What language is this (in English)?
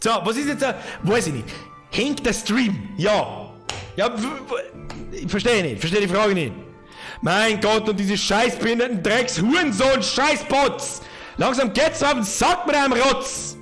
Bavarian